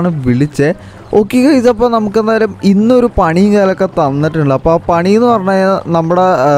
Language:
Malayalam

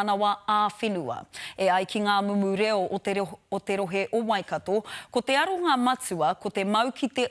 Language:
Māori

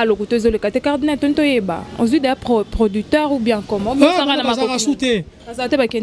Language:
Lingala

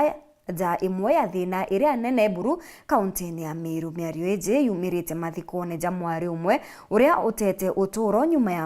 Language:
Meru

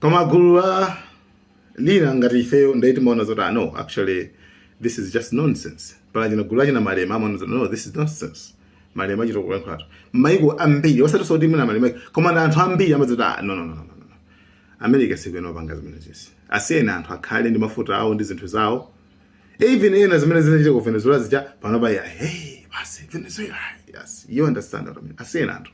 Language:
Nyanja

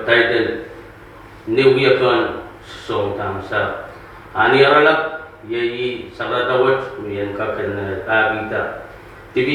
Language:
Pohnpeian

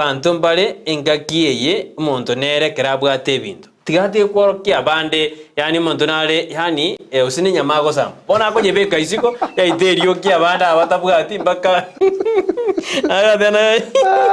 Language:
Gusii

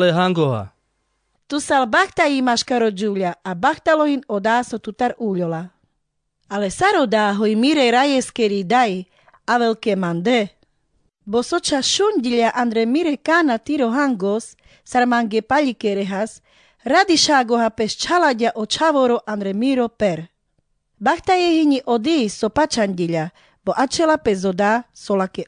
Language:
Carpathian Romani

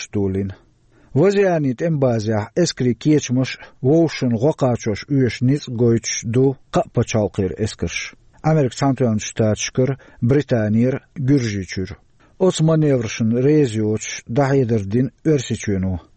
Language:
Chechen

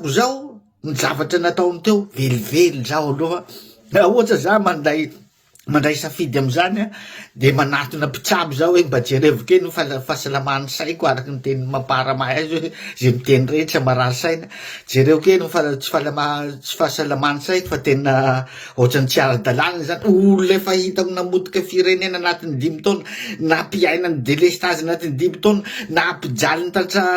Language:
Malagasy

